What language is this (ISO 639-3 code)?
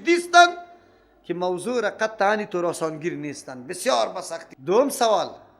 fas